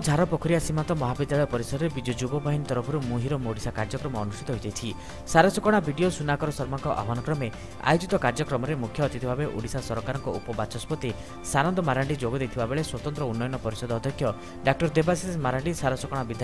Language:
Odia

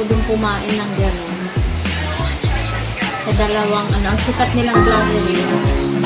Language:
Filipino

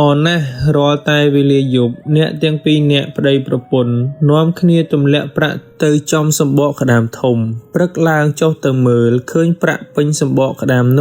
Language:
Khmer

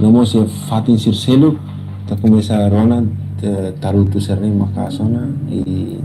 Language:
Tetum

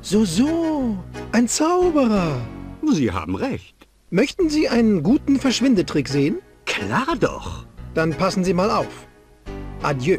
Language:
Bavarian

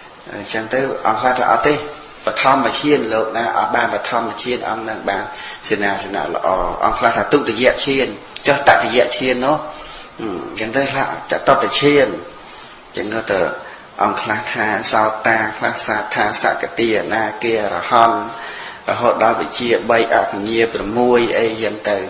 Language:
Khmer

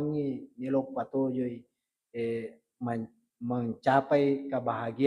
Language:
Buginese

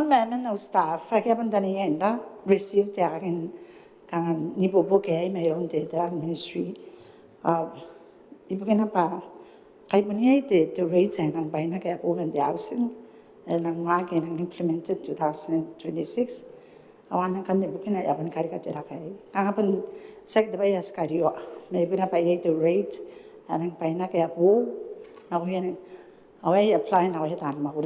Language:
Gilbertese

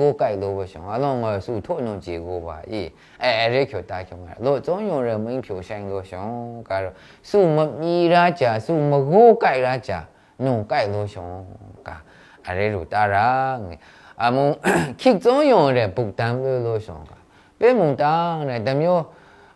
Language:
Maru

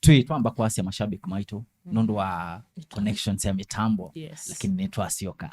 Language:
Kamba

